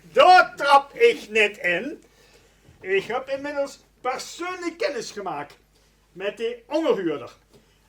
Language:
Limburgish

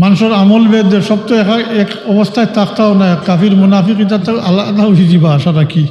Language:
Sylheti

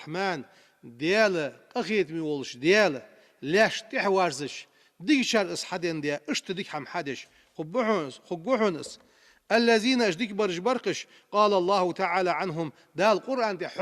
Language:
Ingush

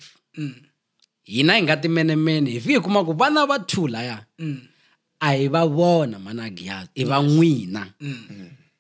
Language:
Tsonga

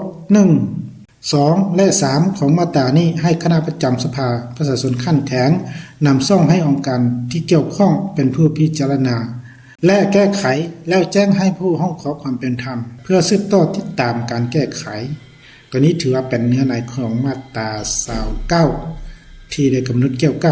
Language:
Lao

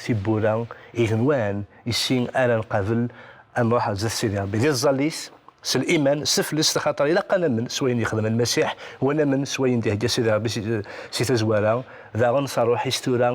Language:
Kabyle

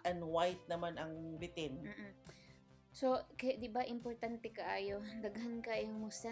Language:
Cebuano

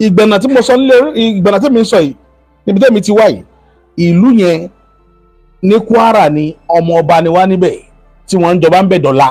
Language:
Yoruba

